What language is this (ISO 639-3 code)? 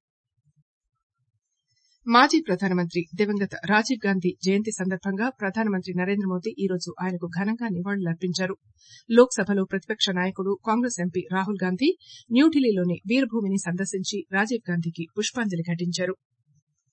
tel